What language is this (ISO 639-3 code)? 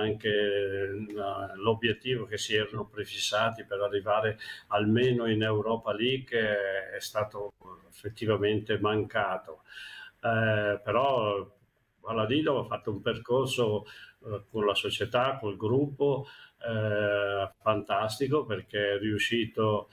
ita